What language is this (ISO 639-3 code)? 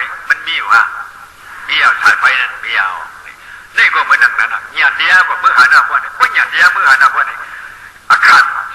shn